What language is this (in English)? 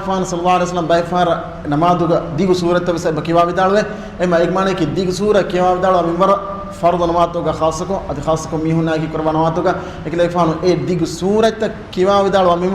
Divehi